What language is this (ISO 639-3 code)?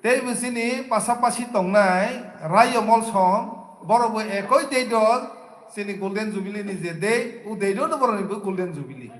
trp